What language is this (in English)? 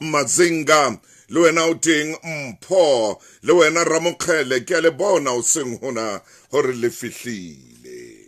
Southern Sotho